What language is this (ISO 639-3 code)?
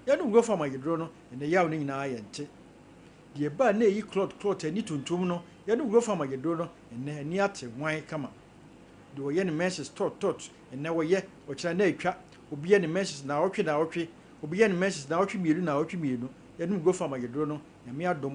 aka